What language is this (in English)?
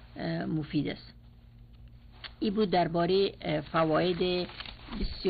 Persian